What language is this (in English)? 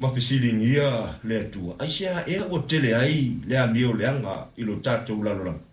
Samoan